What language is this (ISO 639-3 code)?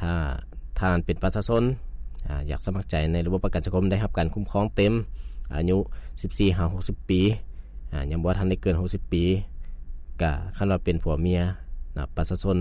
lao